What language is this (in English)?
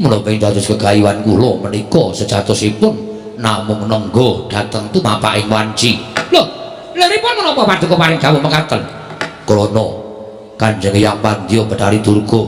Javanese